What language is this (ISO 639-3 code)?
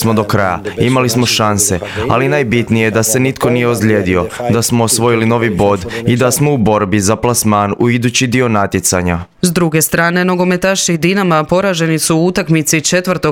hrv